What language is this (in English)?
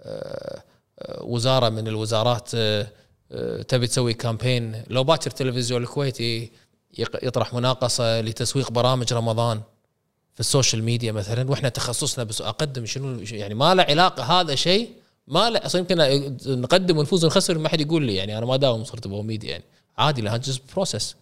Gulf Arabic